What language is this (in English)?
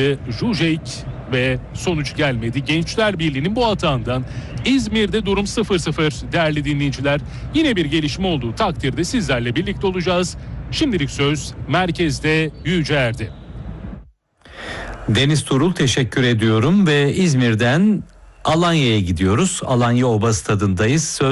Turkish